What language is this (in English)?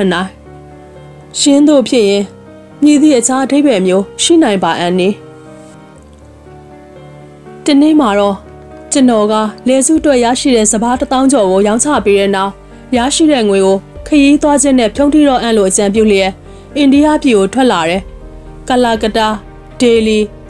Burmese